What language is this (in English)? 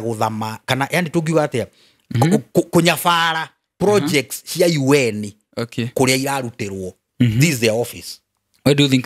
Kikuyu